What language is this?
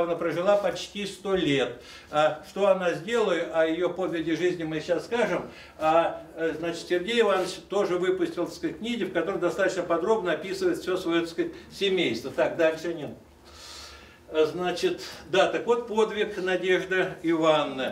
Russian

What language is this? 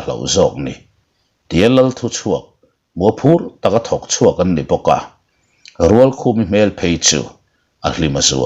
Mizo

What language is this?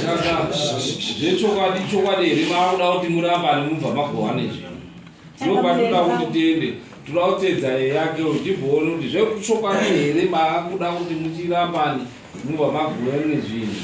Shona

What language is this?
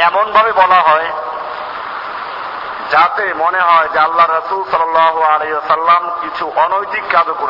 Bangla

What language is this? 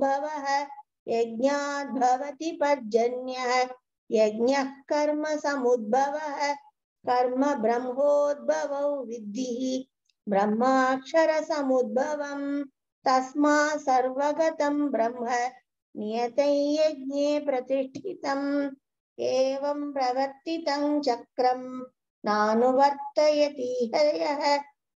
Sanskrit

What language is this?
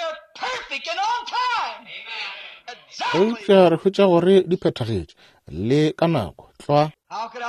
Northern Sotho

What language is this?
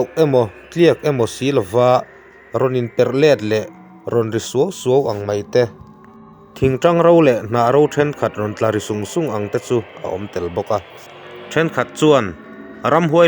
Mizo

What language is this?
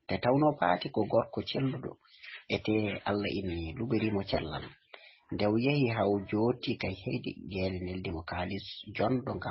Fula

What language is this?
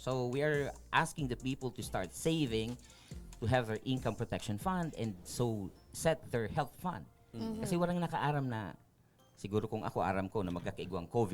Bikol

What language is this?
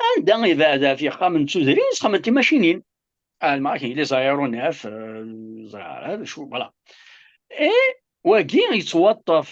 Kabyle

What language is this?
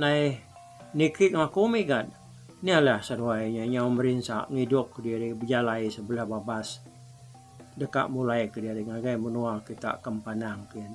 Iban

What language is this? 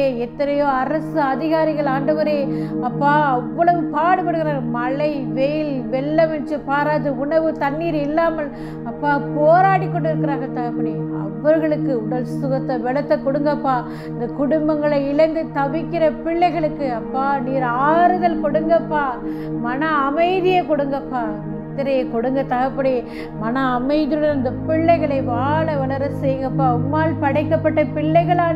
Tamil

